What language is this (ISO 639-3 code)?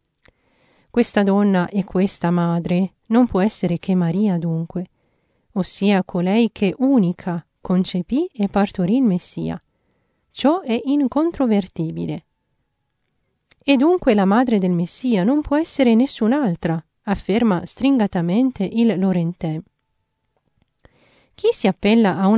ita